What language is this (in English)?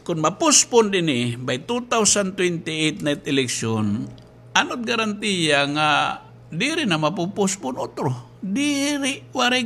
Waray